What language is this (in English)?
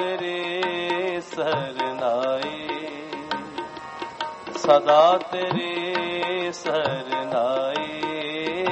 Punjabi